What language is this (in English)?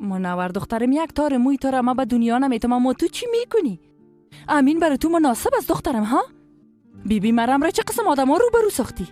Persian